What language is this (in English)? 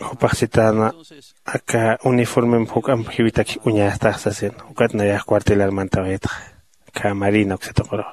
Aymara